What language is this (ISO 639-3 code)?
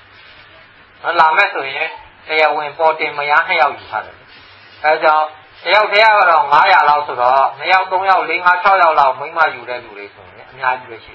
mya